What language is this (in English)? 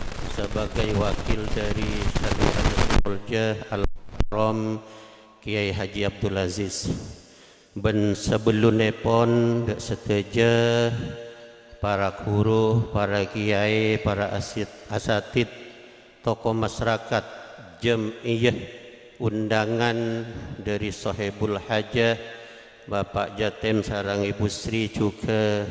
Madurese